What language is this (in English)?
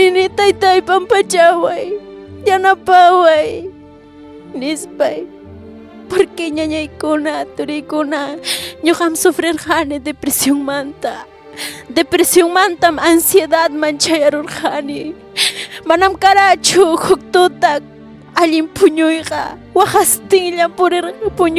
Ayacucho Quechua